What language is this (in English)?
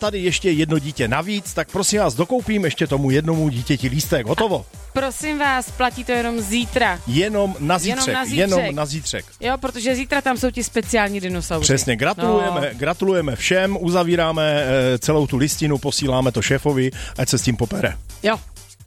Czech